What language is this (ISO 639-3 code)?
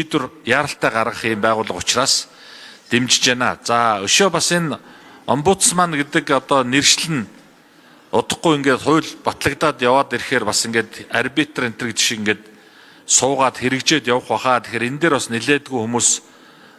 mon